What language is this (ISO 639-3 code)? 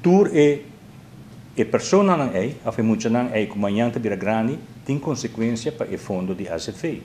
pap